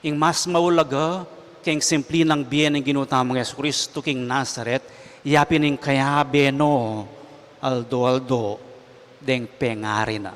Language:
Pampanga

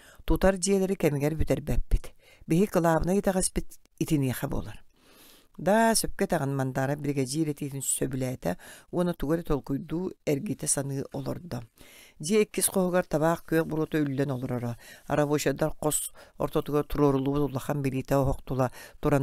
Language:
Yakut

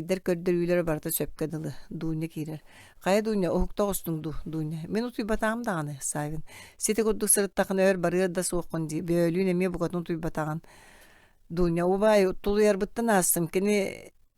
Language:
Yakut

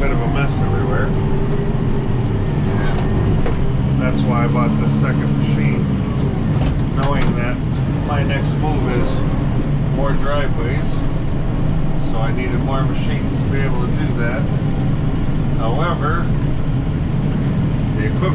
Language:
English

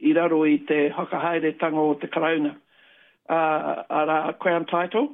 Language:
Māori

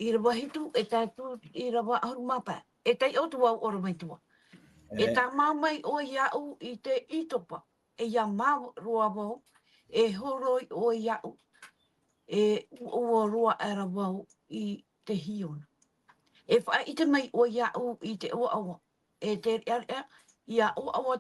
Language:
Tahitian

